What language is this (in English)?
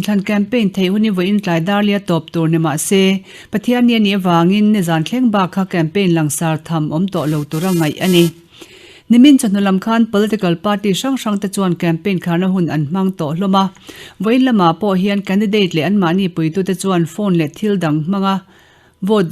Mizo